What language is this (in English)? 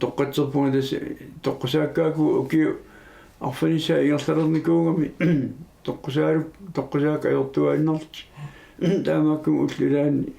Kalaallisut